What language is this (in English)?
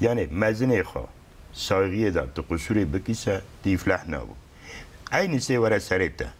Kurdish